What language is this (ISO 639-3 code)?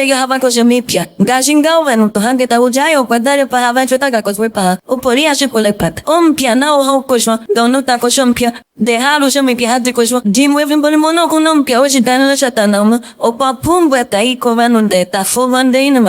ndo